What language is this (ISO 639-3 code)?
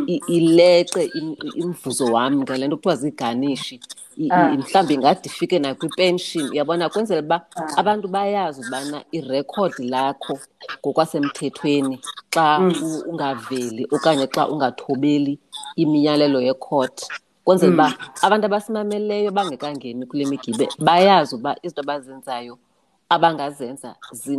xho